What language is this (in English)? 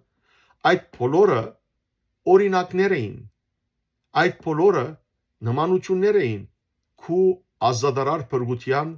Western Armenian